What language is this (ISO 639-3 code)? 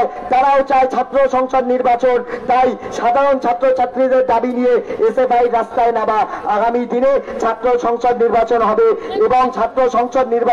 ben